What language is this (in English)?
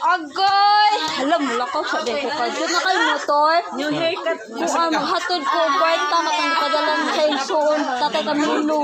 Cebuano